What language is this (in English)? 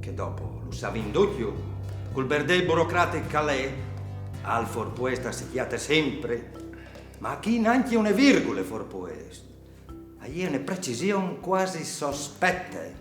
Friulian